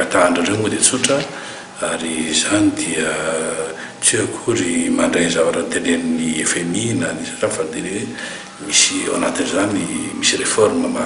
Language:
Malagasy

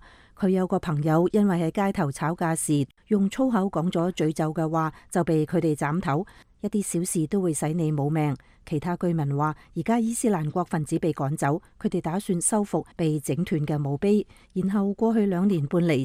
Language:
Cantonese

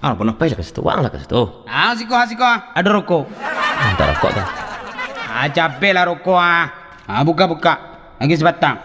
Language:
Minangkabau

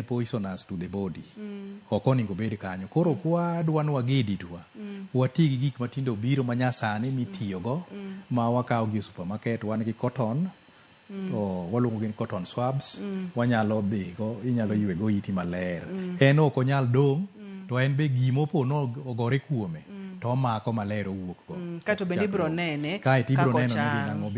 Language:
Luo (Kenya and Tanzania)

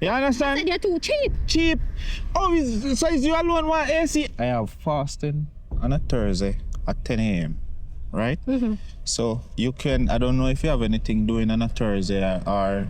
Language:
Jamaican Creole English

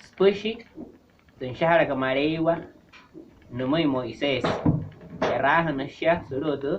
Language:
Wayuu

